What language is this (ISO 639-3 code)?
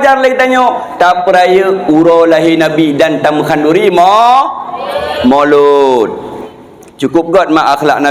ace